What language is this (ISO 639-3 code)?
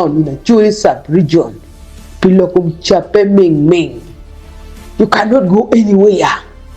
ach